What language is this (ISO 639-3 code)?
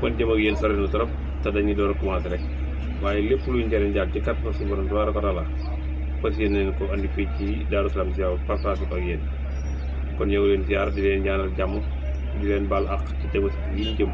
wol